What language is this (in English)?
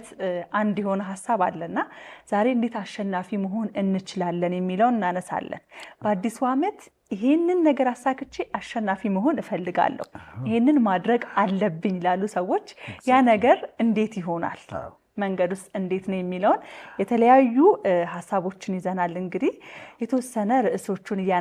Amharic